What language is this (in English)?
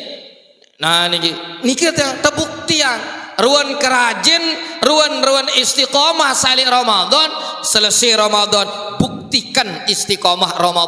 Sasak